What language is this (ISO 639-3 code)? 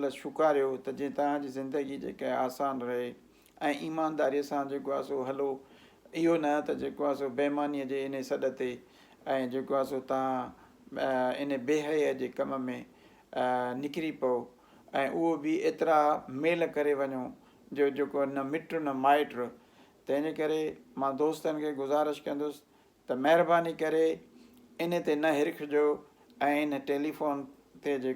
snd